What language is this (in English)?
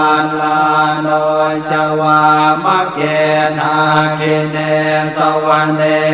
Pali